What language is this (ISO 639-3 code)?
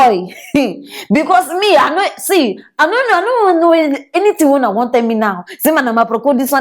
pcm